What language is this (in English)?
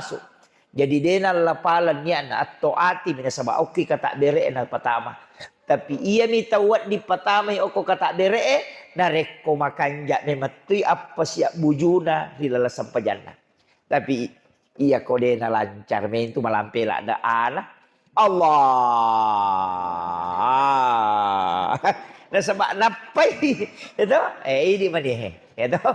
Buginese